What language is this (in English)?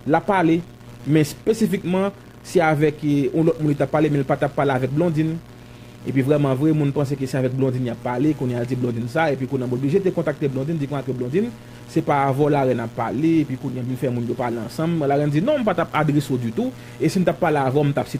Haitian Creole